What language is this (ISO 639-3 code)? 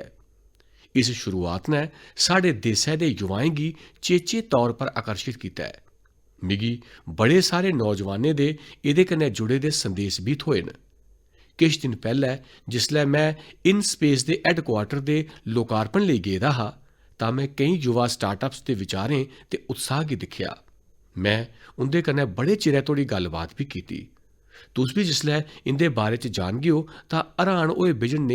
doi